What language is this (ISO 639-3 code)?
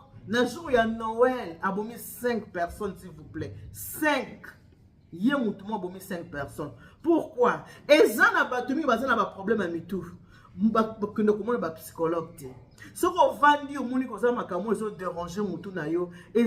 lin